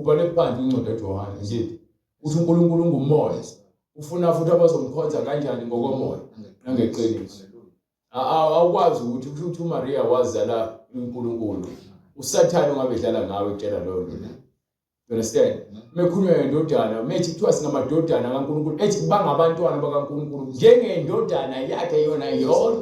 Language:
Zulu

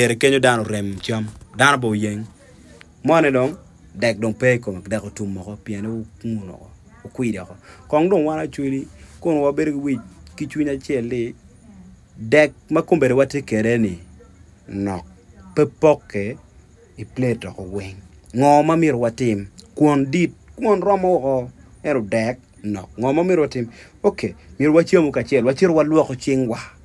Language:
Acoli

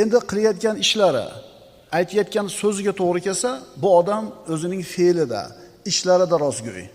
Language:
Uzbek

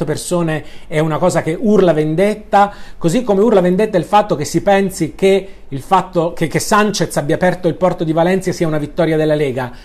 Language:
Italian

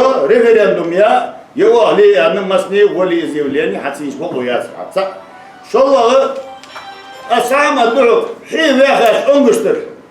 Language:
Ingush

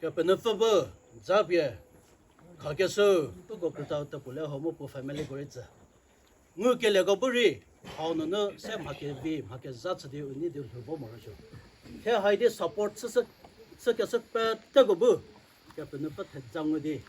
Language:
Chokri Naga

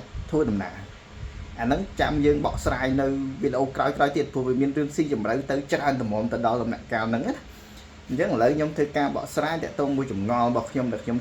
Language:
Khmer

